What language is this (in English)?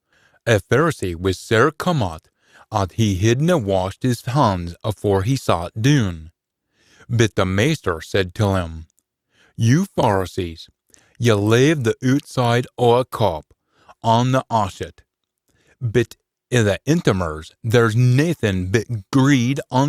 Scots